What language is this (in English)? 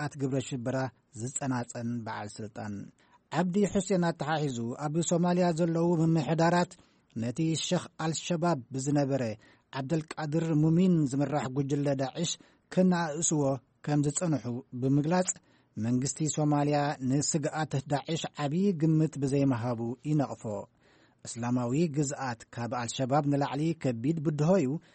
Tigrinya